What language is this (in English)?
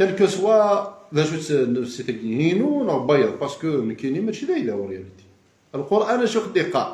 Kabyle